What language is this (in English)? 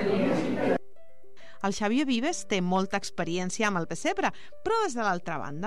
Catalan